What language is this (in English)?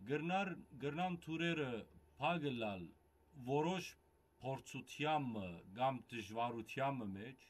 Western Armenian